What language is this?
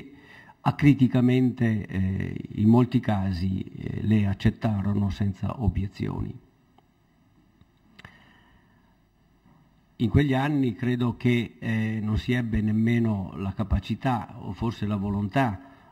Italian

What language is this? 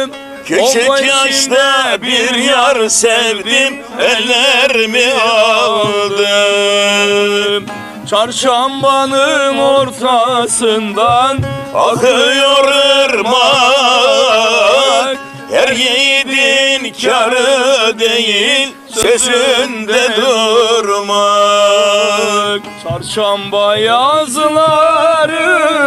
Turkish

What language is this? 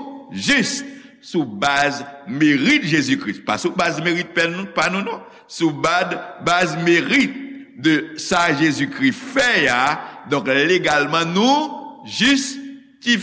Haitian Creole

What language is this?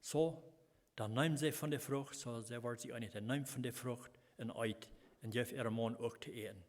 Plautdietsch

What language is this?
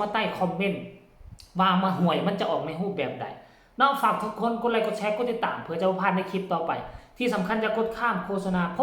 Northeastern Thai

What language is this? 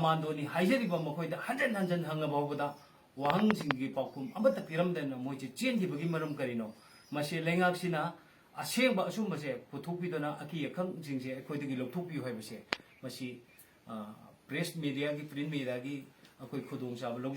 Manipuri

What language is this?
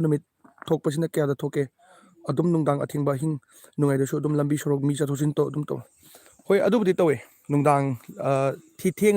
Manipuri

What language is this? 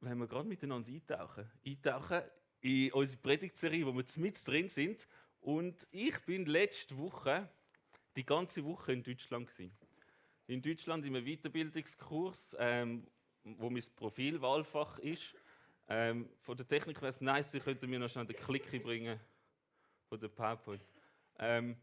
Swiss German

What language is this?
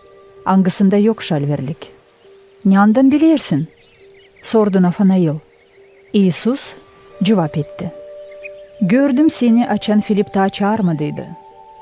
Gagauz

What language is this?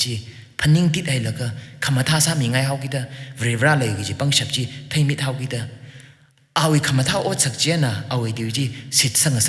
Tangkhul Naga (India)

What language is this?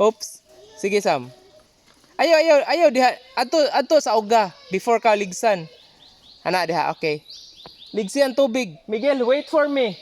Cebuano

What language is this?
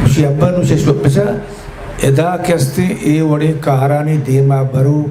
Eastern Balochi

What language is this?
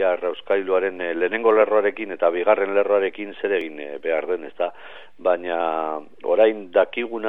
Basque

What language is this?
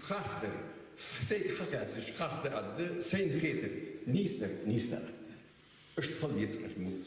Ingush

